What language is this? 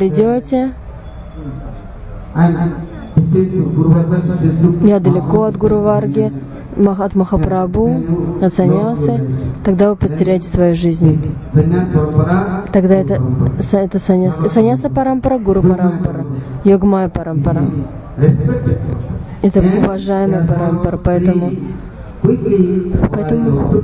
Russian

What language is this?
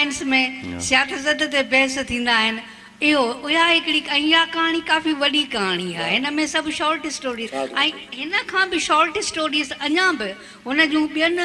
Sindhi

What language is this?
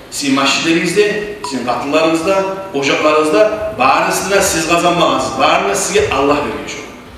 Kumyk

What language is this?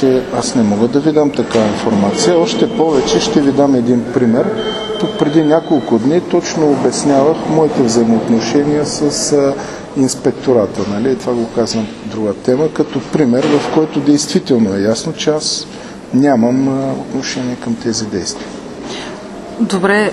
Bulgarian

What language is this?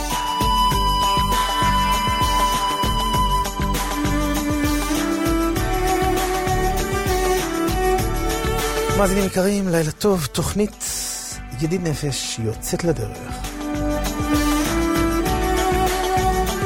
Hebrew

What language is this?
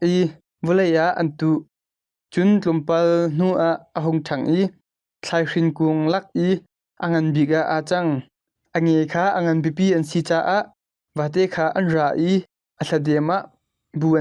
Hakha Chin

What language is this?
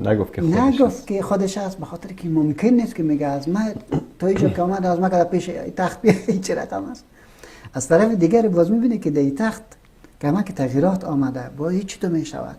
Persian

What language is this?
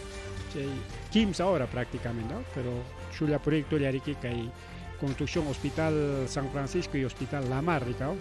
Ayacucho Quechua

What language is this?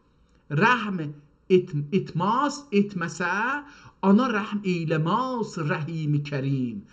South Azerbaijani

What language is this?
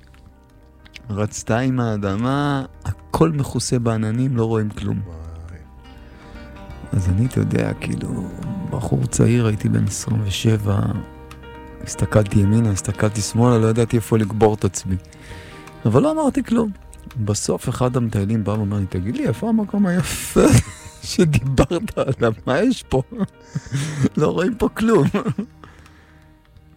Hebrew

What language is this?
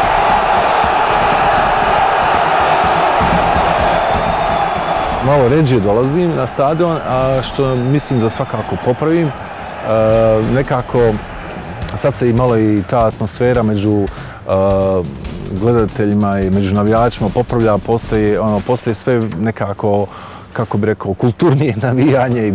Bosnian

